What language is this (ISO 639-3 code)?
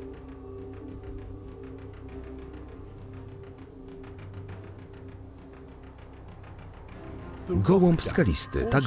pol